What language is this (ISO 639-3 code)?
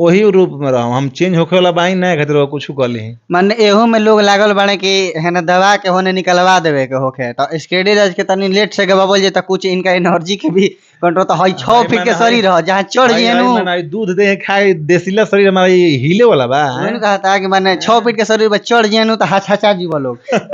bho